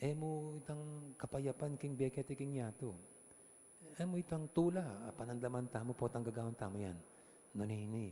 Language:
Pampanga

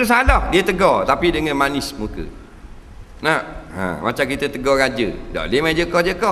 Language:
Malay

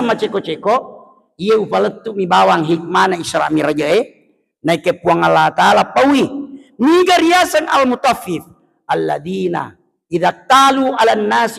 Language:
Buginese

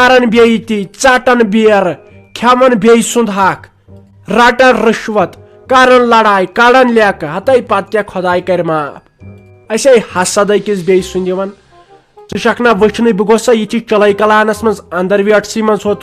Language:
Kashmiri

